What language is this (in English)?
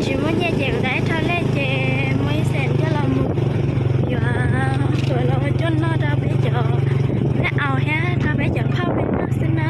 Hmong